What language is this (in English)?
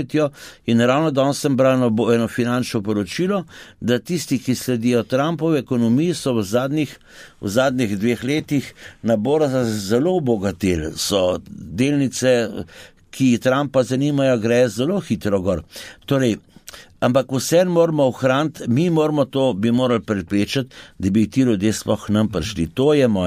Slovenian